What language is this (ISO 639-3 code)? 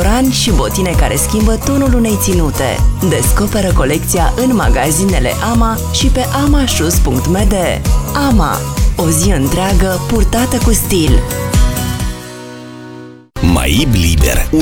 ron